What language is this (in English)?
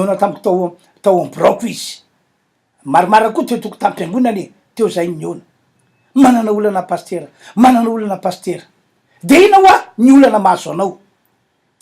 Malagasy